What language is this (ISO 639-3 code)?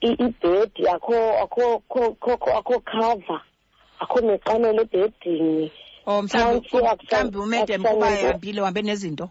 xho